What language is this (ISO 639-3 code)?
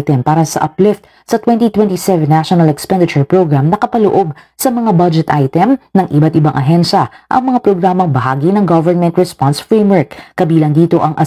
fil